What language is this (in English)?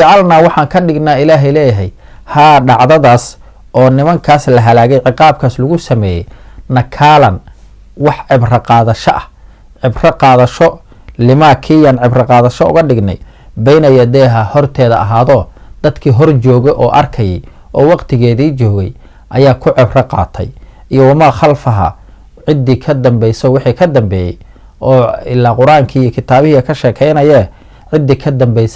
Somali